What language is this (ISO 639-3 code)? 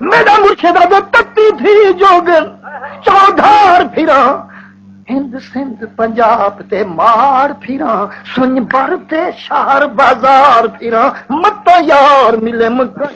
skr